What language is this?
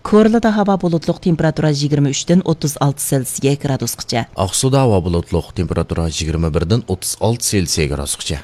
Uyghur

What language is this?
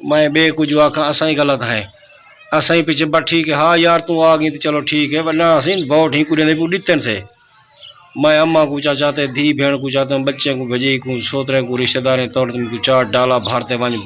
Saraiki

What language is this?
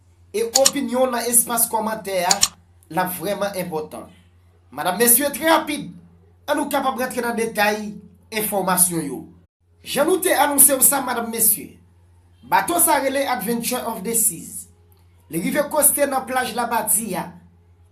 Haitian Creole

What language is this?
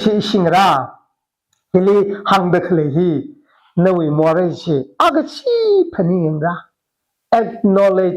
Tangkhul Naga (India)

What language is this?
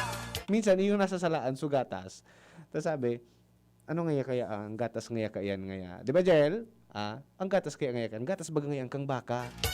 Bikol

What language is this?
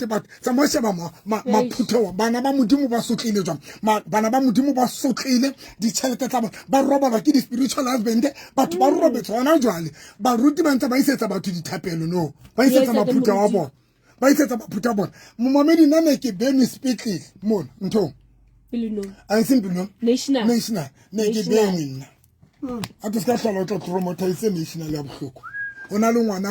Southern Sotho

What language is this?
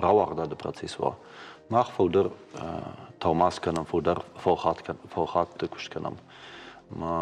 Ossetic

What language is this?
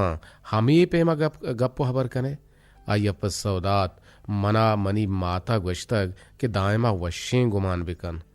Eastern Balochi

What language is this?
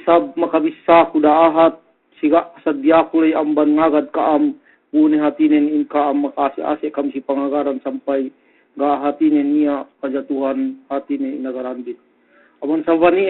Yakan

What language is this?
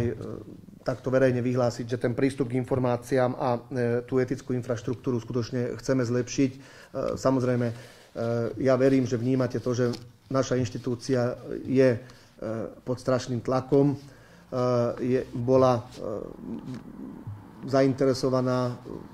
Slovak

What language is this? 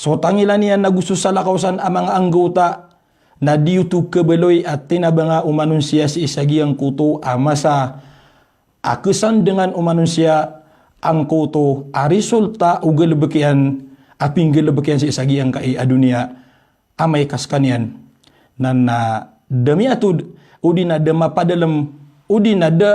Maranao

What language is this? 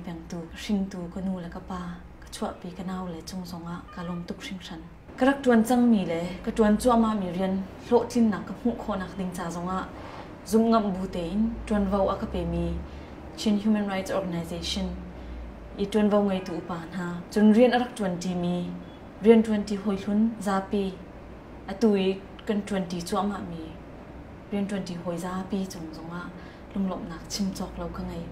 Hakha Chin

